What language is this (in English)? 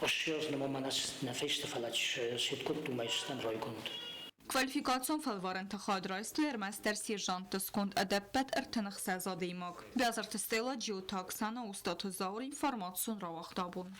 Ossetic